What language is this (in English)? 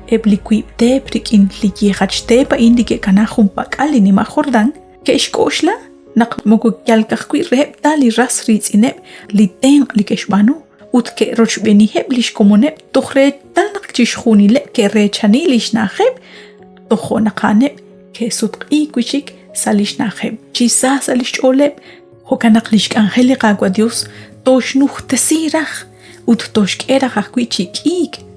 Kekchí